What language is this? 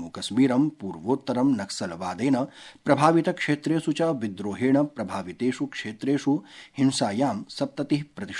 Sanskrit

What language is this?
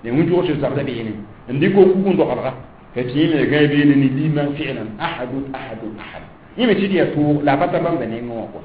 Mossi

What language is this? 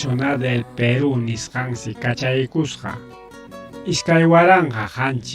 Ayacucho Quechua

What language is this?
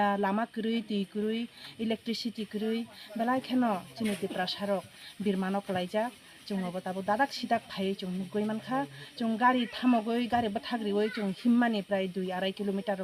Riang (India)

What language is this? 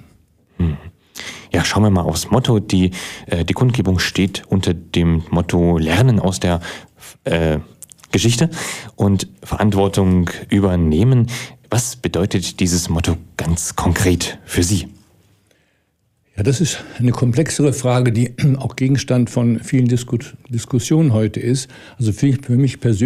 German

